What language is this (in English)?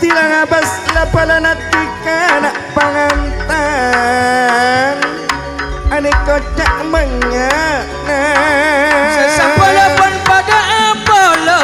Madurese